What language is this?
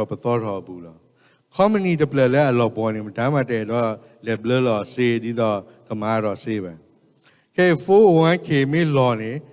S'gaw Karen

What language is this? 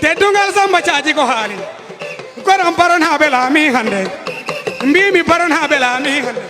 Fula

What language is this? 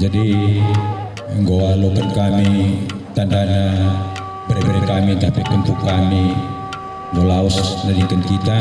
Batak Karo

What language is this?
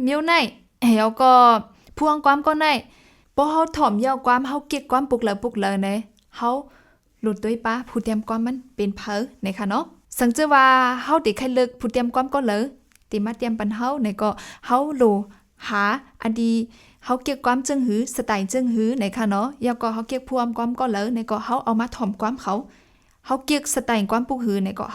Shan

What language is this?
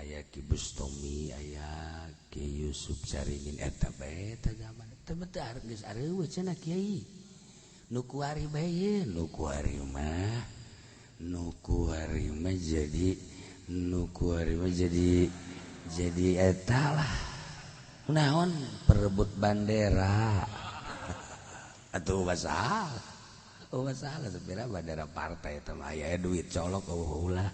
Sundanese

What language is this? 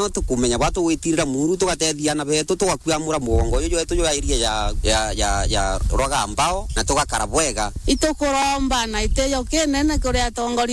Meru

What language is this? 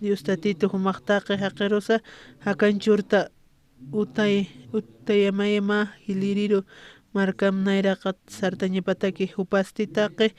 Aymara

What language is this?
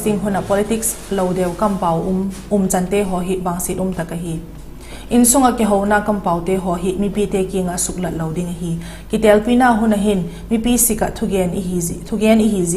Vaiphei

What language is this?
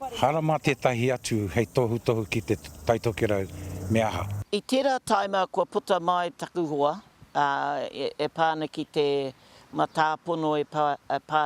Māori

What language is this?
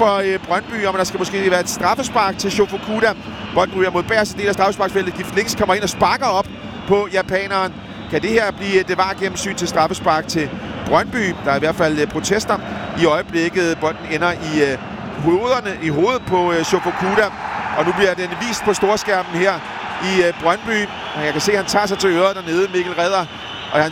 Danish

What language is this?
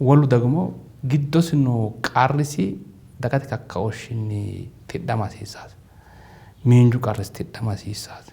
Sidamo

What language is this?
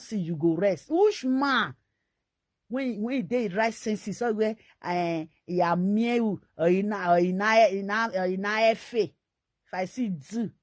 Nigerian Pidgin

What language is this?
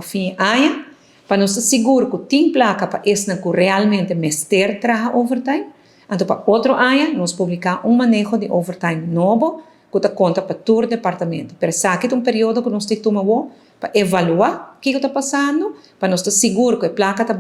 Papiamento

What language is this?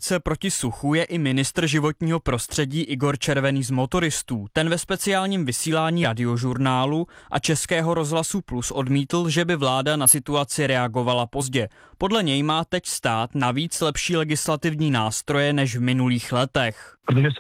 Czech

